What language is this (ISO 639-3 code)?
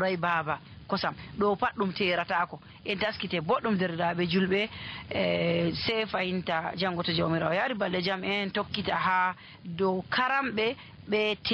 fuv